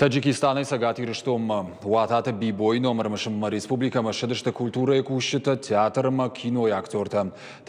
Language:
Ossetic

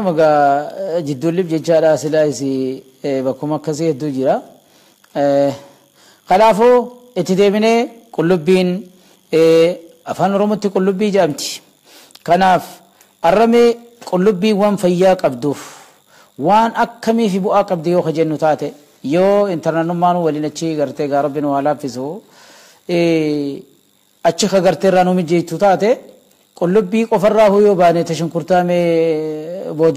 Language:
Oromo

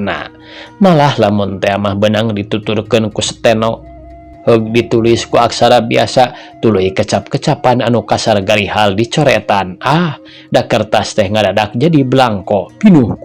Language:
Sundanese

